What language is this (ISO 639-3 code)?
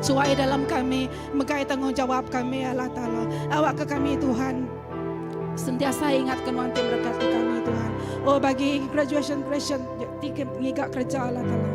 iba